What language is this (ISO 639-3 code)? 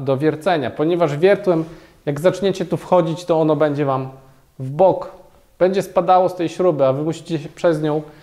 pol